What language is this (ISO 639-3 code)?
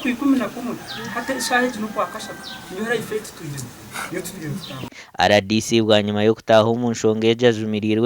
nyn